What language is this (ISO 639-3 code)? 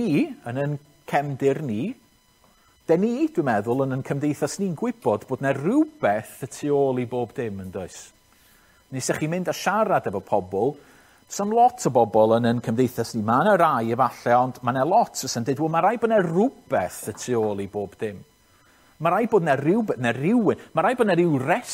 cym